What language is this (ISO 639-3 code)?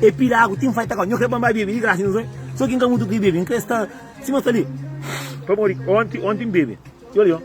kea